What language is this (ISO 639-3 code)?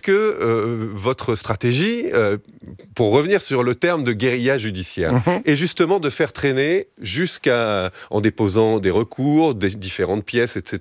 fra